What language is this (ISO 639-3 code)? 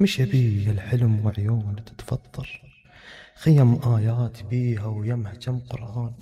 acm